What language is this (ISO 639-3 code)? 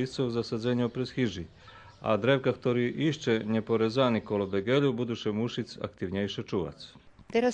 rue